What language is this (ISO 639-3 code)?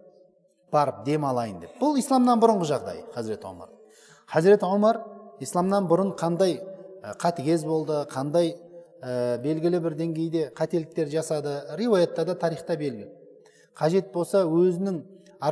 kaz